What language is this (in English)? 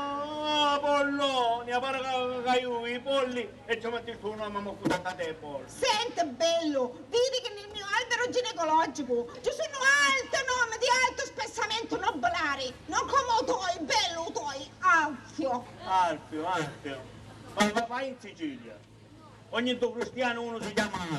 Sicilian